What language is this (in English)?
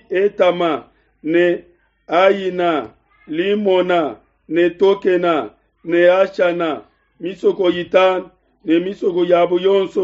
Luba-Lulua